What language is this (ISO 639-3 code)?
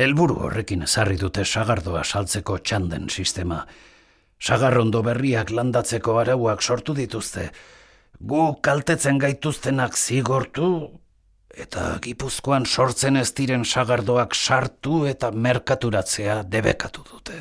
eus